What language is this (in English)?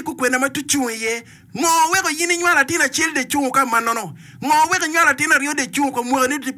Acoli